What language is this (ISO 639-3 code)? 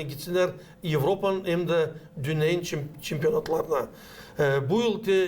gag